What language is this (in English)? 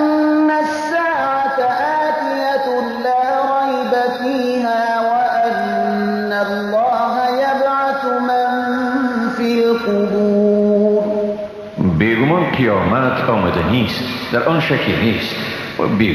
Persian